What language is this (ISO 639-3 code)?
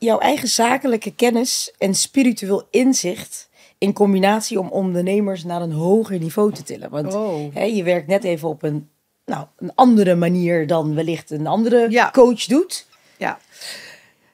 nld